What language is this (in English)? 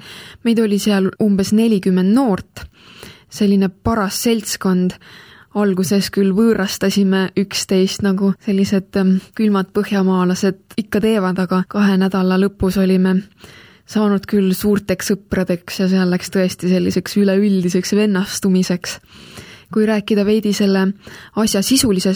Estonian